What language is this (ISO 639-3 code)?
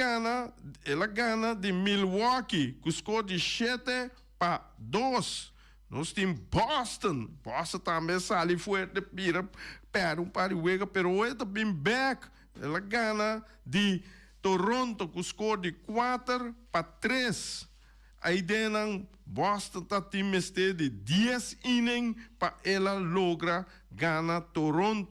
pap